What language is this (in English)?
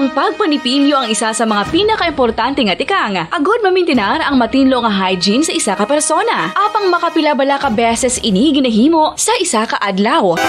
Hiligaynon